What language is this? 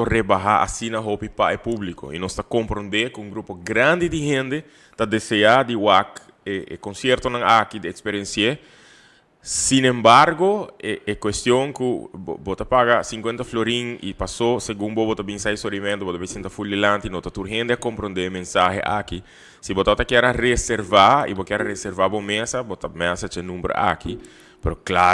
Papiamento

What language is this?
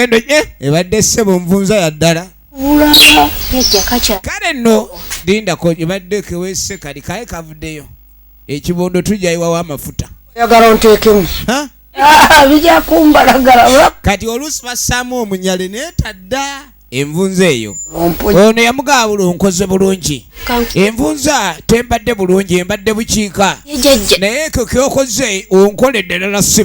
Ganda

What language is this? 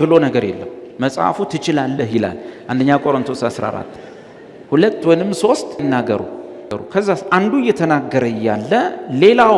Amharic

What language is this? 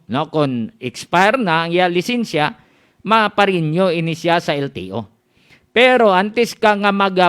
Hiligaynon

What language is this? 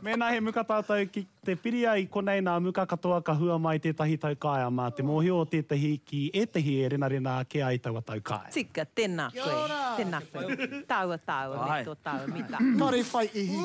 Māori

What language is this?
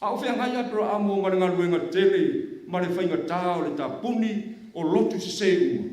Samoan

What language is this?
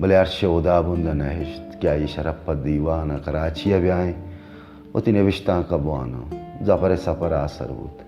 Baluchi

